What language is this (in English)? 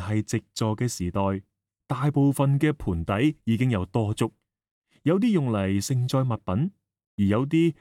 Cantonese